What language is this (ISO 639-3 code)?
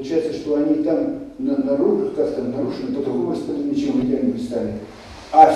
rus